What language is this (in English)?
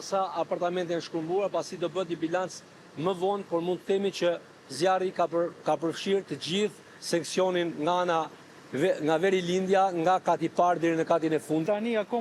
Albanian